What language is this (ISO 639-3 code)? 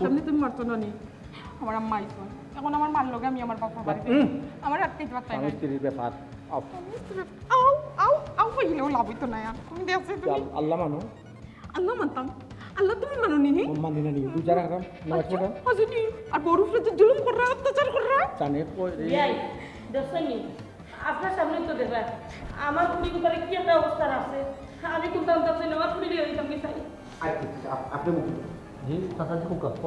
syl